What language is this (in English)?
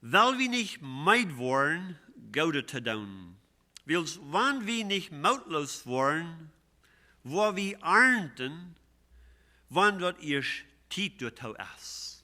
Plautdietsch